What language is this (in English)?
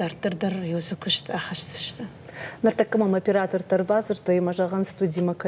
Ossetic